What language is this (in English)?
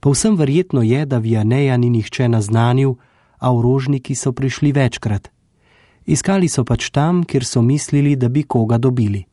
Slovenian